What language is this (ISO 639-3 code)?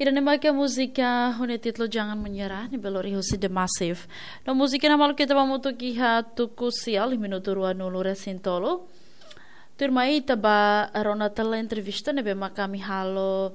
tet